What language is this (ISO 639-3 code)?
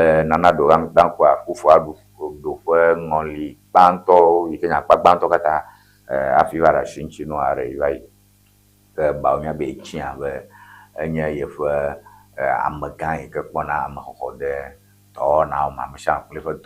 ewe